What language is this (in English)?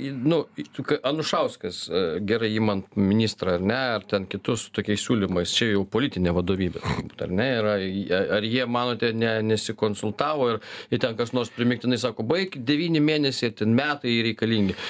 Lithuanian